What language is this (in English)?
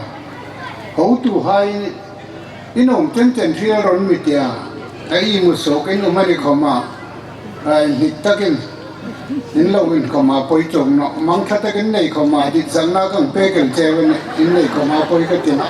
Hmar